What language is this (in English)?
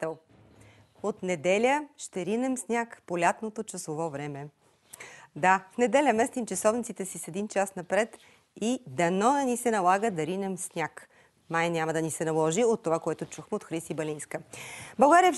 Bulgarian